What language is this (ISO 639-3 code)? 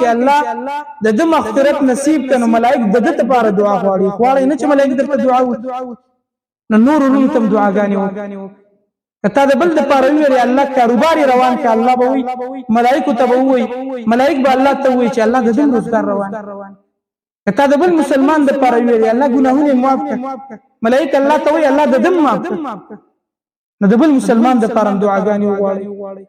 pus